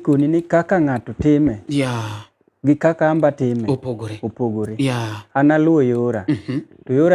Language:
Luo (Kenya and Tanzania)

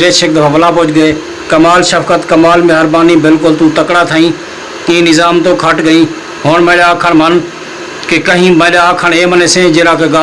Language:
Saraiki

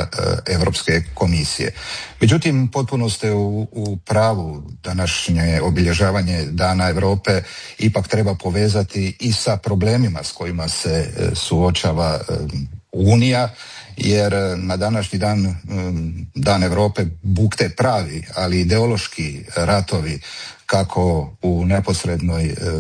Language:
Croatian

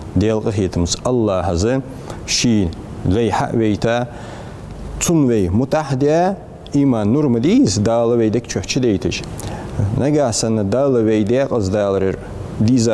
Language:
Ingush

